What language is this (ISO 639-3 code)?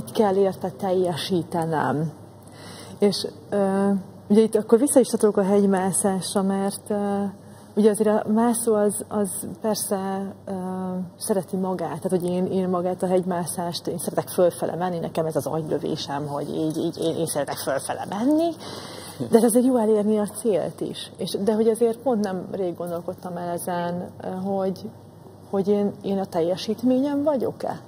hun